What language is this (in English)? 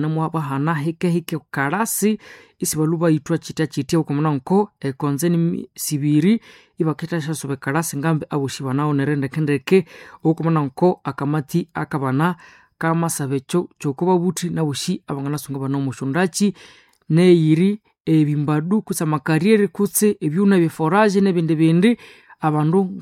Nande